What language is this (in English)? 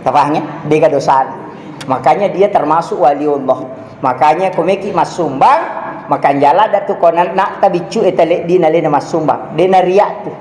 Buginese